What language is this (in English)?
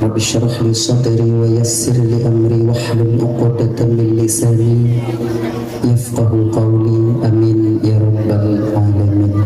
Achinese